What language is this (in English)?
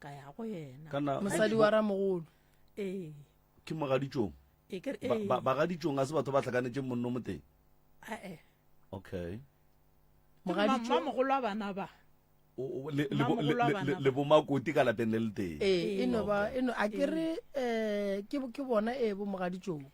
Northern Sotho